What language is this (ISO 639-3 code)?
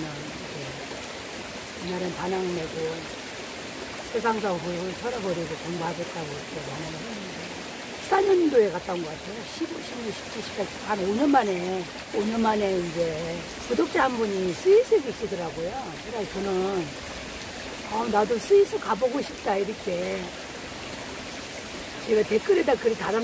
kor